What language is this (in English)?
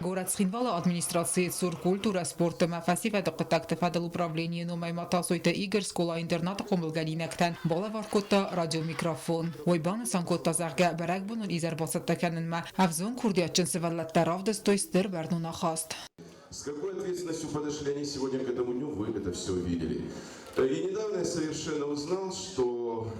Ossetic